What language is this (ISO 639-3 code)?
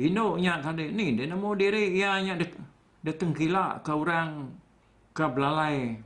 iba